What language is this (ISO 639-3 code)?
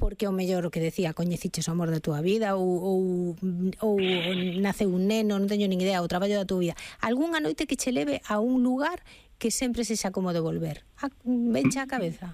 glg